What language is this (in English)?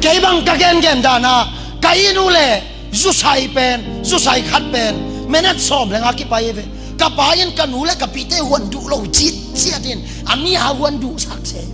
Tedim Chin